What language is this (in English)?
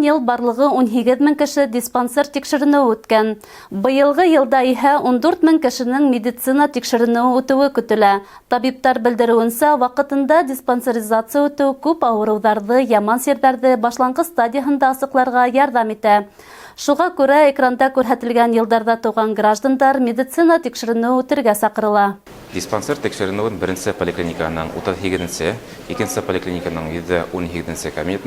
Bashkir